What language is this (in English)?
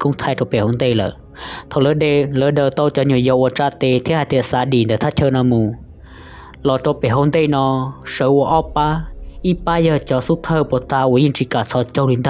Hmong